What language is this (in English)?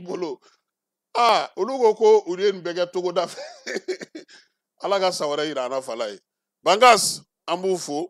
Bambara